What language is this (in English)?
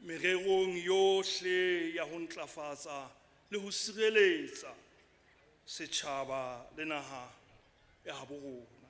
Southern Sotho